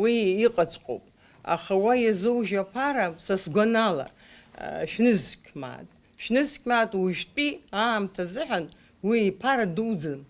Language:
Abkhazian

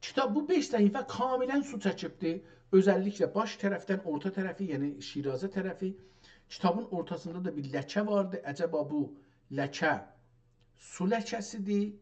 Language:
South Azerbaijani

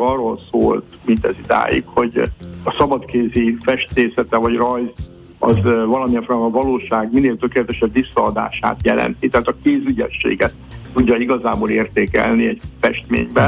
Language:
Hungarian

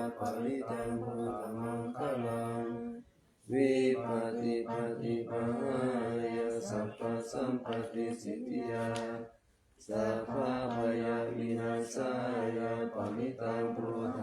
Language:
Pali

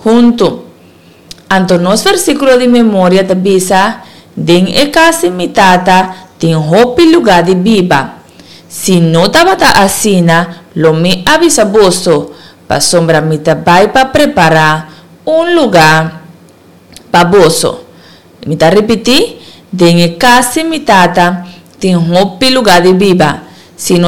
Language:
Papiamento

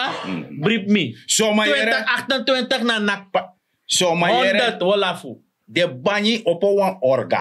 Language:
Sranan Tongo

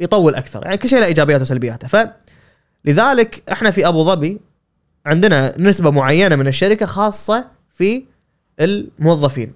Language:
Gulf Arabic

